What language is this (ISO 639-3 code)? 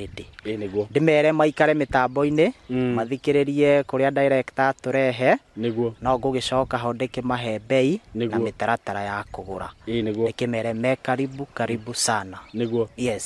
kik